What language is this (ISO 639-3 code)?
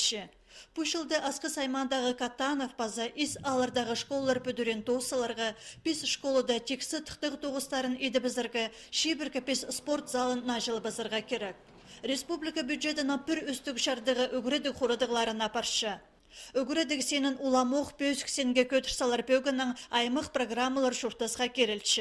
kjh